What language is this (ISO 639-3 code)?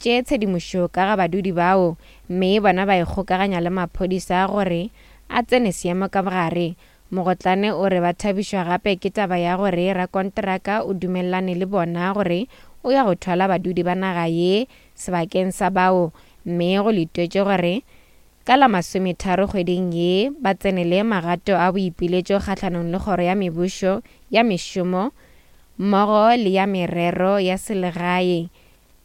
nso